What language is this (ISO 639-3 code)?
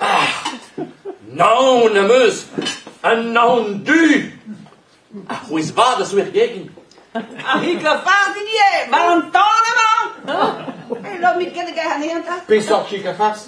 bre